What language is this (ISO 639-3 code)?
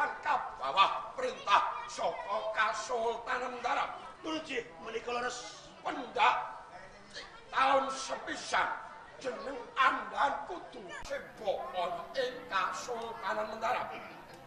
jav